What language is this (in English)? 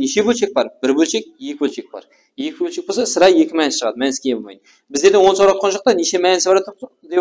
Kara-Kalpak